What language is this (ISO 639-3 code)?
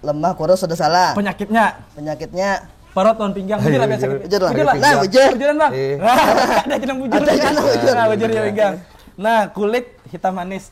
bjn